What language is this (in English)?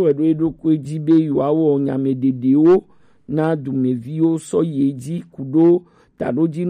Gen